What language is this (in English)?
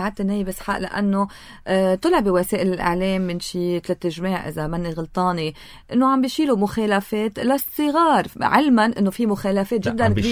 North Levantine Arabic